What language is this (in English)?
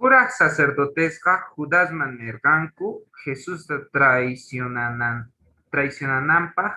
Quechua